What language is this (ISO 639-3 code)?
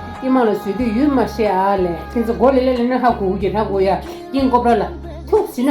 bod